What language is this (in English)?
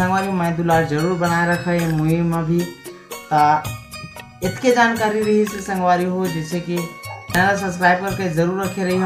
Chhattisgarhi